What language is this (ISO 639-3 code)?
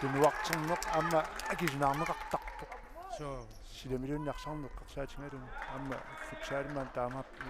kal